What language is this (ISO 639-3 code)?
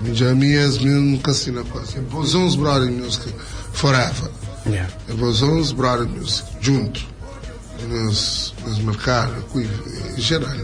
kea